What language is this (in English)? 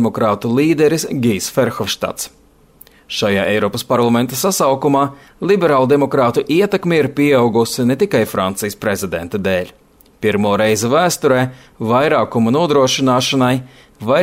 Latvian